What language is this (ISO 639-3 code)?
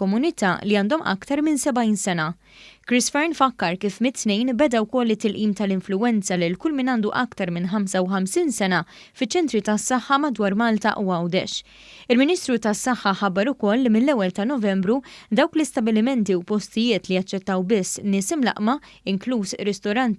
mlt